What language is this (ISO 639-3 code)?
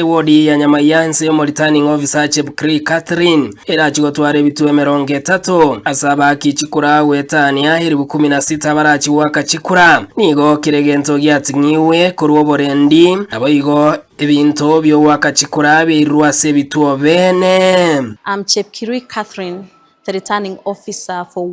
guz